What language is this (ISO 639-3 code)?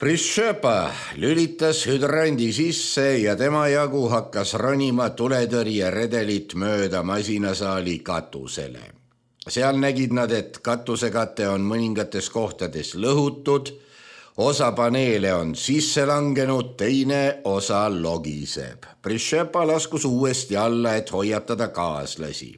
est